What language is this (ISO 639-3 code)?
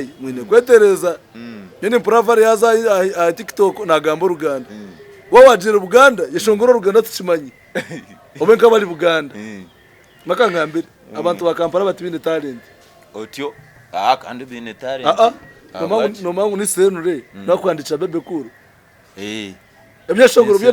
nyn